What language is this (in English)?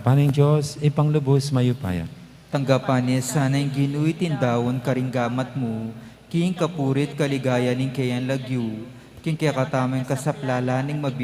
Pampanga